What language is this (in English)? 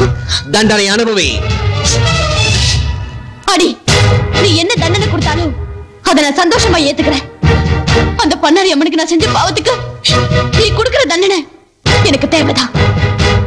Tamil